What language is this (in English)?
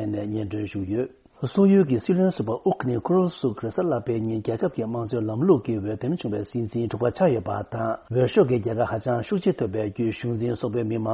Tibetan